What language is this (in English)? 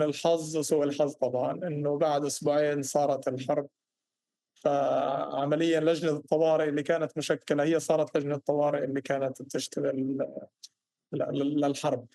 North Levantine Arabic